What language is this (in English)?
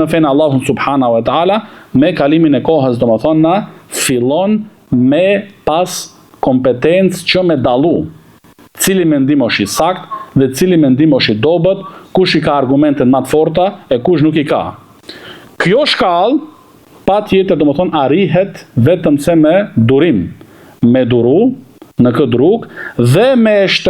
Albanian